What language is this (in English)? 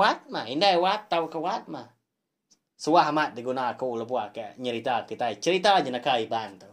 Iban